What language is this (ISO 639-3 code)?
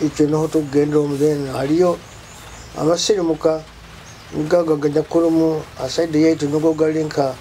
nyo